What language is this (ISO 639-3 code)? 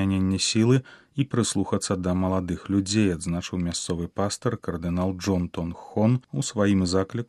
bel